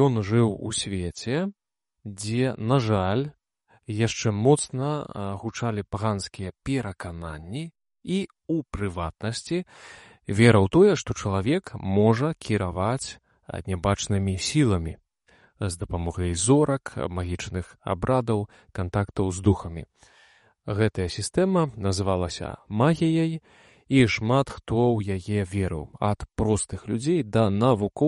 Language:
Belarusian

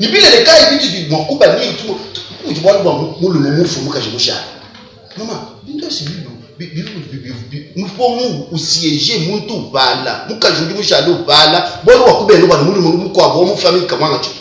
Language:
Luba-Lulua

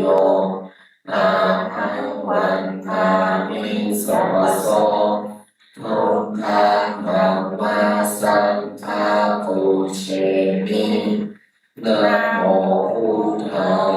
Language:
Pali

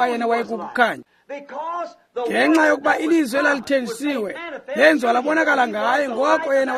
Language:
Xhosa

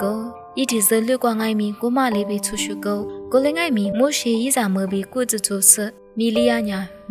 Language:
Lisu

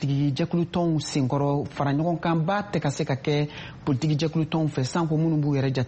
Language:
Bambara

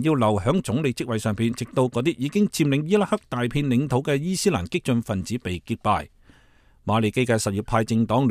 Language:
Cantonese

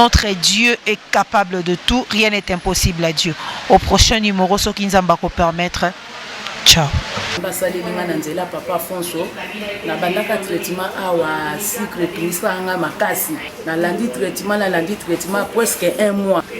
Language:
Lingala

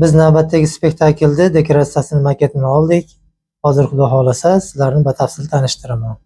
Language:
Uzbek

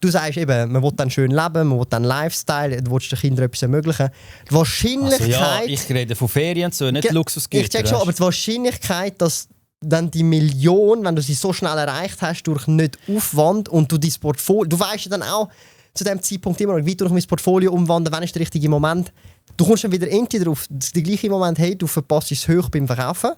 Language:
Swiss German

